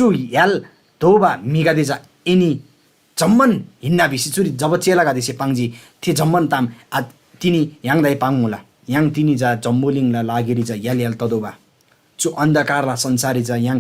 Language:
Eastern Tamang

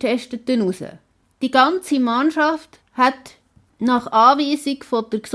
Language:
Swiss German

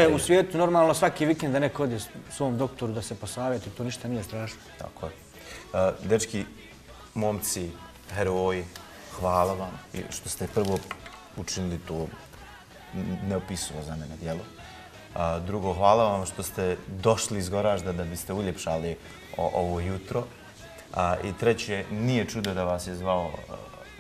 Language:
Bosnian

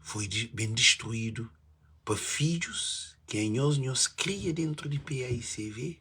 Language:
Kabuverdianu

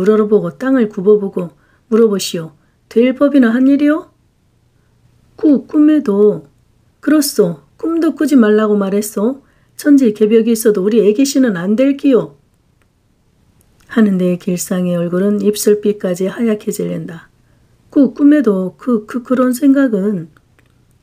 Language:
Korean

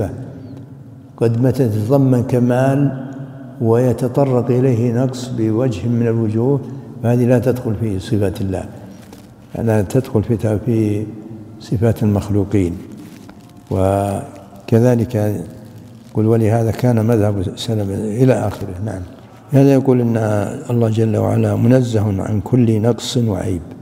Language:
Arabic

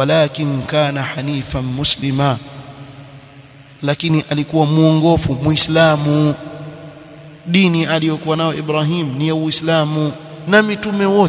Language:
Swahili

